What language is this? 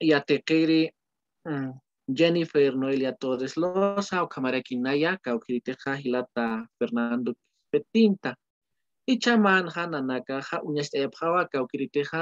Aymara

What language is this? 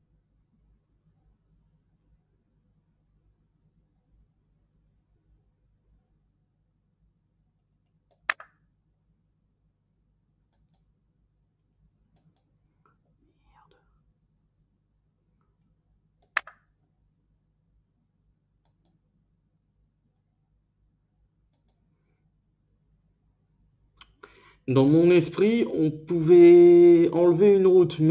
French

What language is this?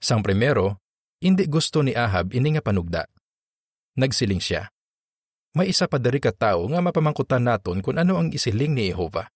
Hiligaynon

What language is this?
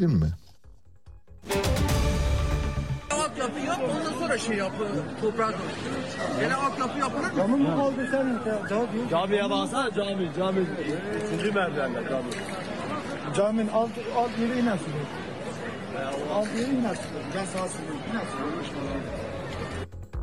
Turkish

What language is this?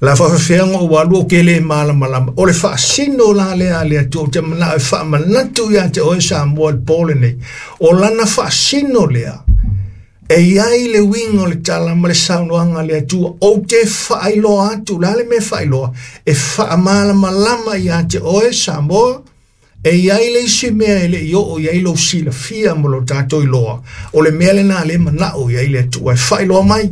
Samoan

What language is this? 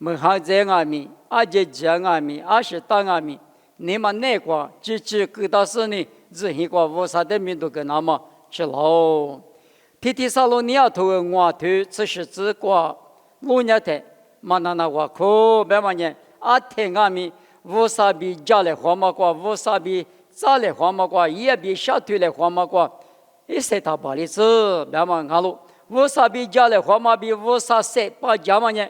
Lisu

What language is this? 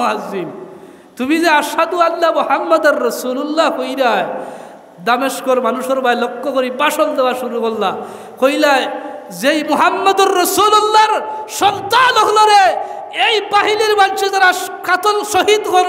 Sylheti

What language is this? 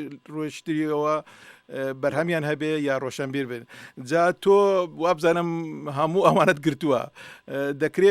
Central Kurdish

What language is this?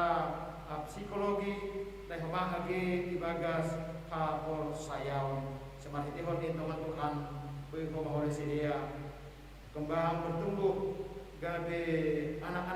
Batak Simalungun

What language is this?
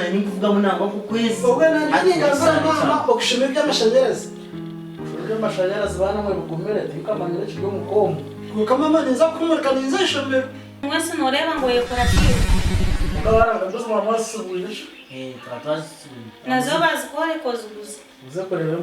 Nyankole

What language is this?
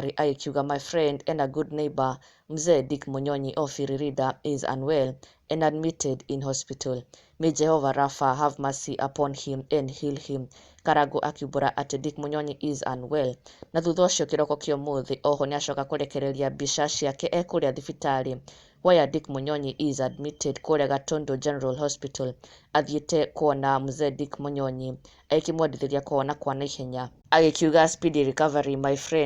Kikuyu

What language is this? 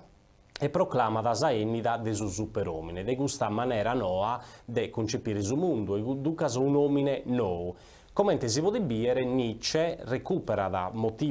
Sardinian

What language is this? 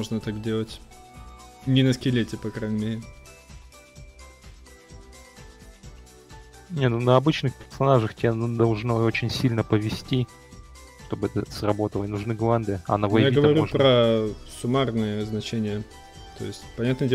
Russian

